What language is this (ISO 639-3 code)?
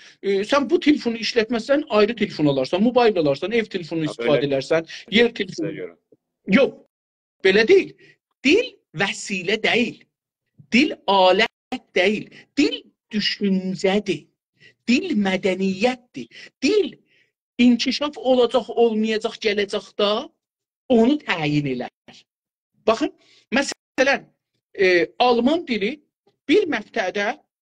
azb